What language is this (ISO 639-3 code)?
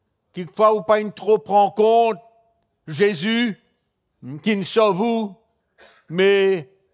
mfe